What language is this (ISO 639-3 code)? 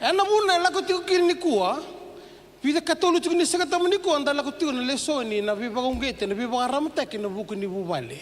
fij